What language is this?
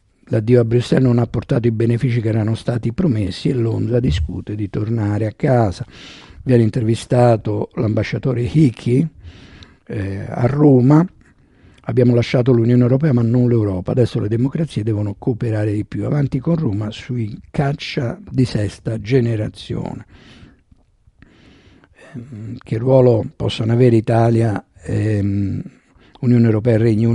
Italian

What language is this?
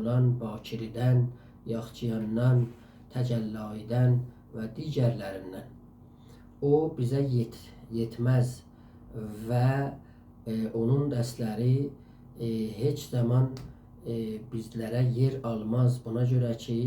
South Azerbaijani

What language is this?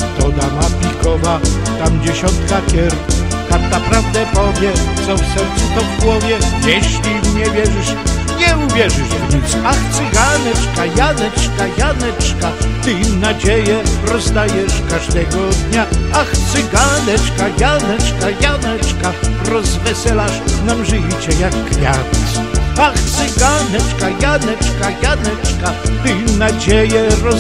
Polish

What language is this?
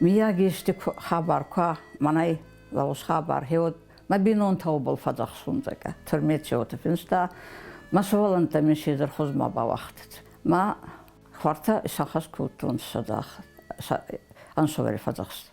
Ossetic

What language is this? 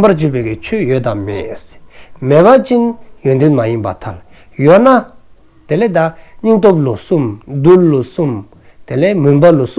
Dzongkha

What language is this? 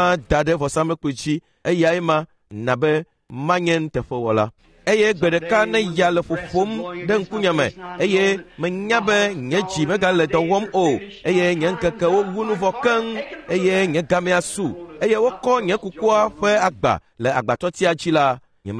Ewe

